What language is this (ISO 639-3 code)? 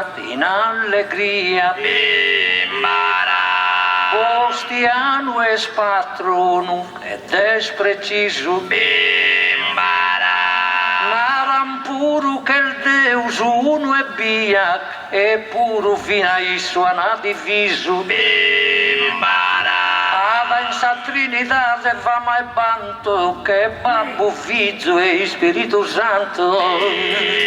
srd